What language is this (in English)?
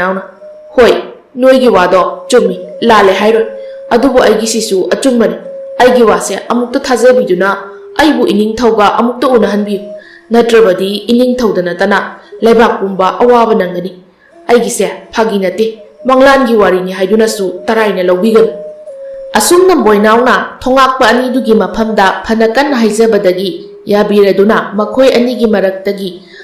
Manipuri